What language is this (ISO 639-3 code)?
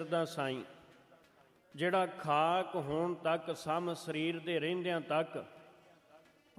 pan